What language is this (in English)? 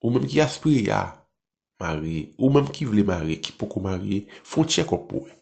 Haitian Creole